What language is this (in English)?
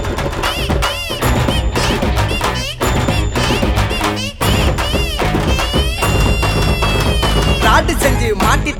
Tamil